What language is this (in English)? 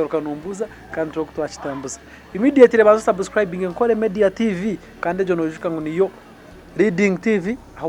Nyankole